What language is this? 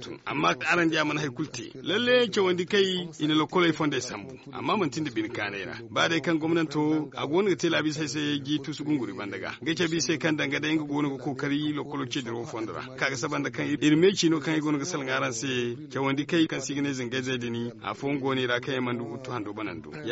Zarma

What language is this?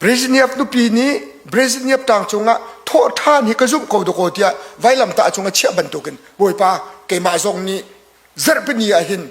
Hakha Chin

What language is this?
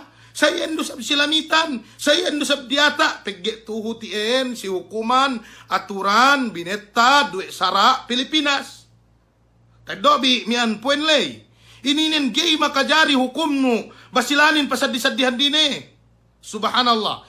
Yakan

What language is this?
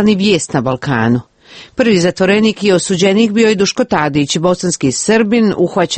Croatian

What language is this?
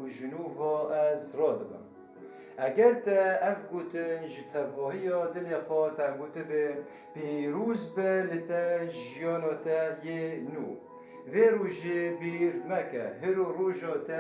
Kurdish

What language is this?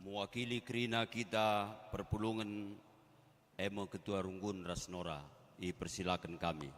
Batak Karo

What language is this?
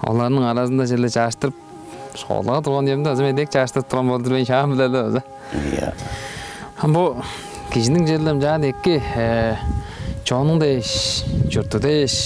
Tuvinian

